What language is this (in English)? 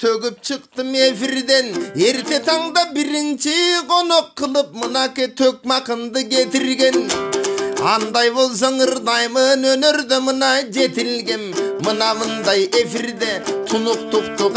Kyrgyz